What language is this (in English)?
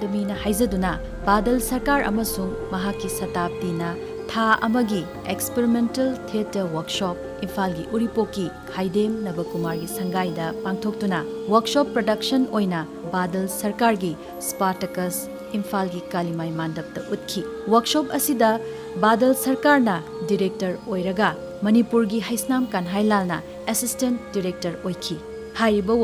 Manipuri